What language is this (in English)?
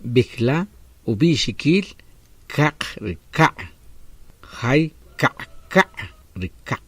Achi